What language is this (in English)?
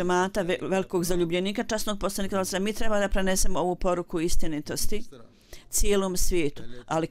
Bosnian